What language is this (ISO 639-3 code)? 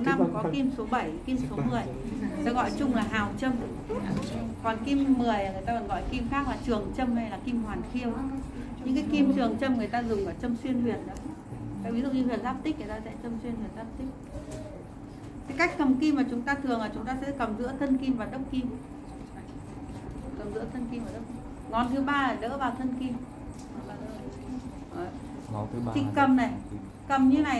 vie